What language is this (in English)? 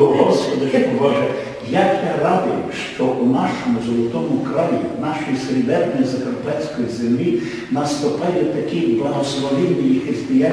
Rusyn